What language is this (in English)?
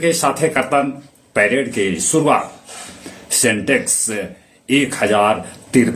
Magahi